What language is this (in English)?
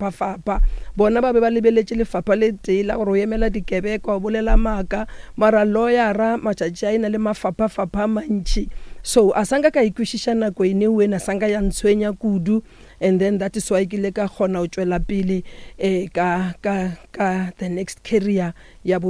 Northern Sotho